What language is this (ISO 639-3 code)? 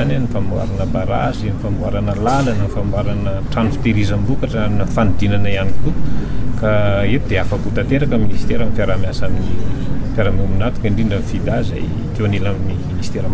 mlg